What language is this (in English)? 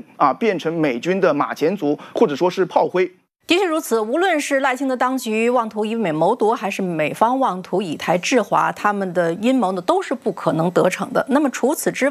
Chinese